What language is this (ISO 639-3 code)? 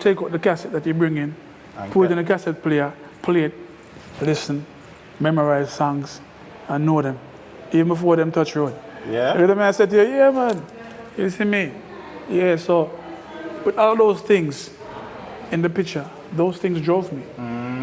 jam